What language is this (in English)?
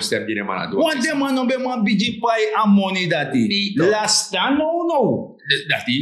Sranan Tongo